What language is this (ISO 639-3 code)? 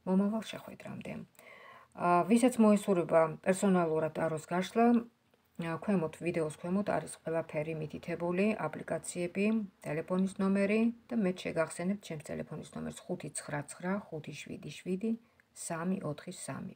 kat